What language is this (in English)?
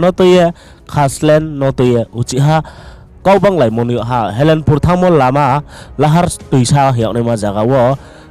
Riang (India)